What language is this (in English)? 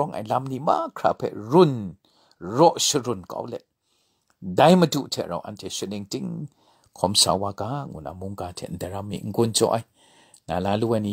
Kachin